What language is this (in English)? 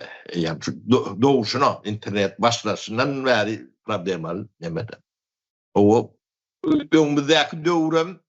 Turkmen